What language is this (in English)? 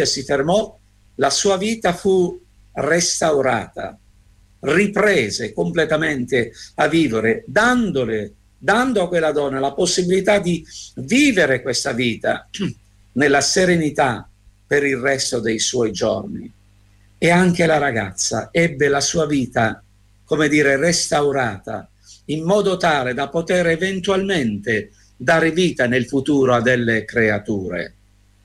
Italian